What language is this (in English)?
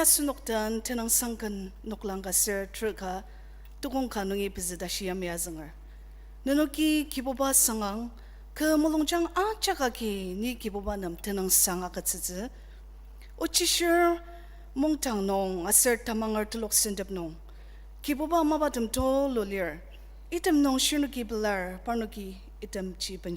Ao Naga